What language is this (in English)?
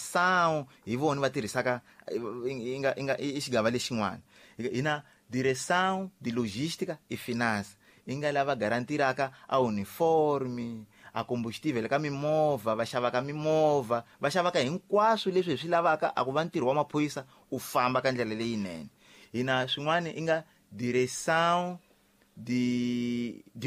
Tsonga